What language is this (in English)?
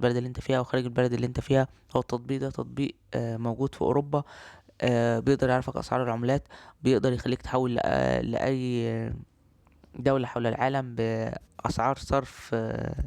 Egyptian Arabic